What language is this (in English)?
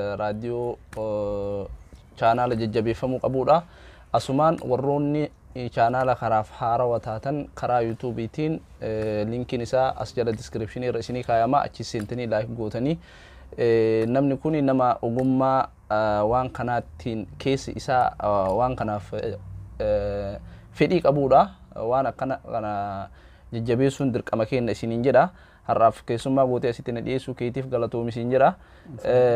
Oromo